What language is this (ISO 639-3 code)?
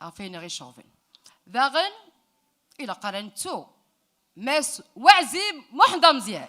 kab